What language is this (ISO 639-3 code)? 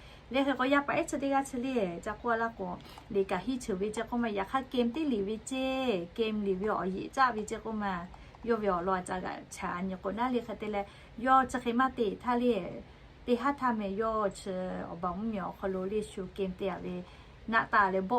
lhu